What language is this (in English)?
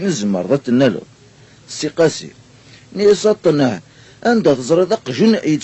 Kabyle